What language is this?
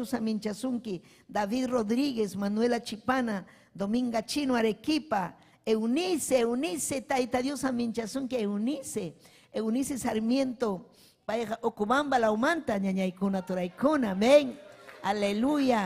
Ayacucho Quechua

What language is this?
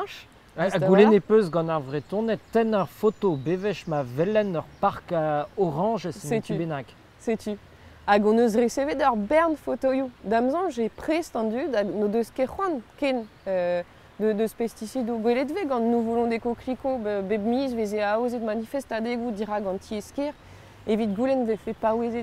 Breton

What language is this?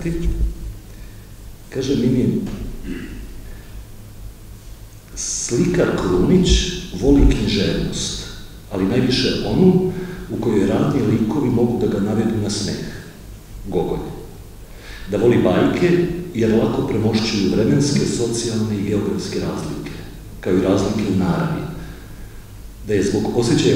Serbian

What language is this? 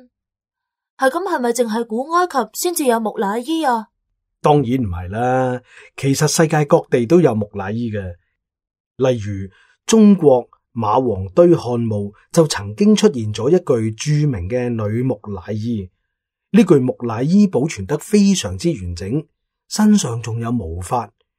Cantonese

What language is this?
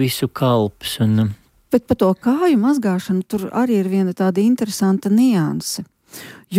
Latvian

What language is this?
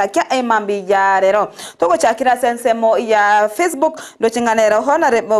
Gusii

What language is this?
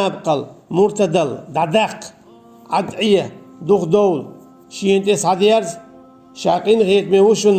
Chechen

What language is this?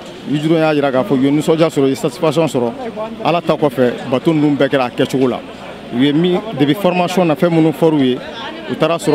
Bambara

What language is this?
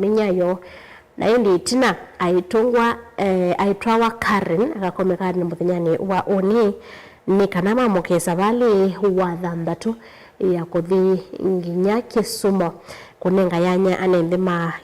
Kamba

